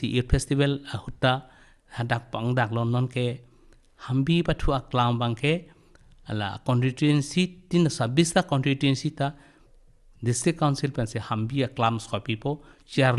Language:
Karbi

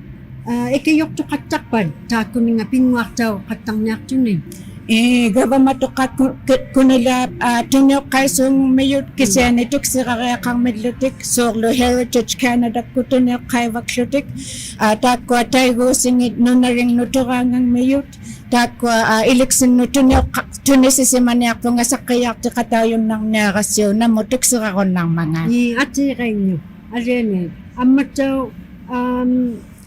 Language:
Inuktitut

